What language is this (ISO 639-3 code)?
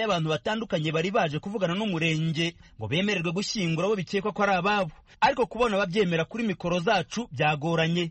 kin